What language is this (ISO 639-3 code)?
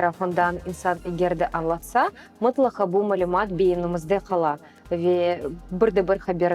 crh